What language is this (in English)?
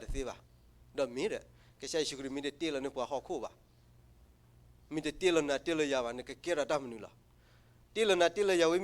S'gaw Karen